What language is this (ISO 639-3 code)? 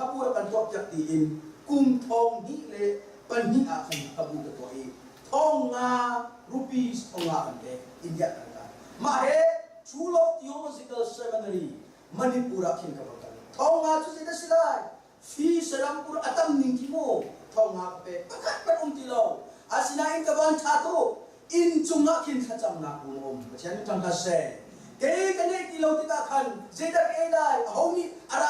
cnh